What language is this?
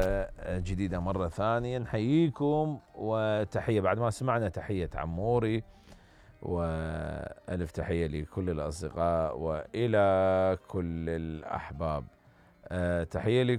Mesopotamian Arabic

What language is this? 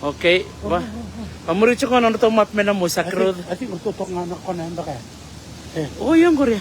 Fijian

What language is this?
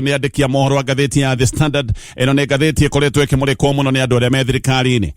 Kikuyu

